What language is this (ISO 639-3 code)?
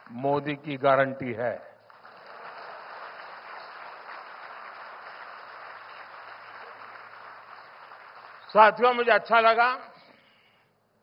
hin